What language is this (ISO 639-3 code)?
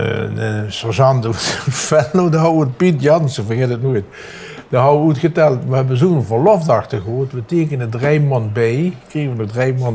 lim